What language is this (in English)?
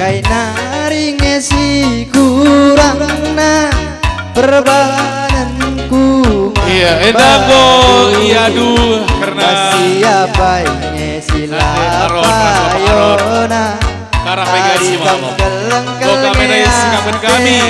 Batak Karo